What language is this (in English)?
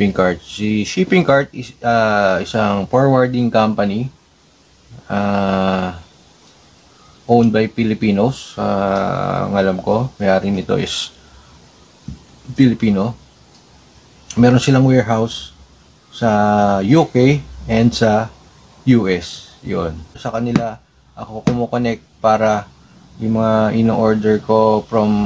Filipino